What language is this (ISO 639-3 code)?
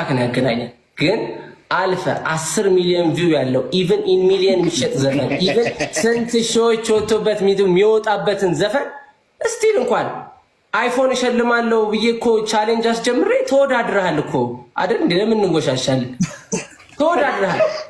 amh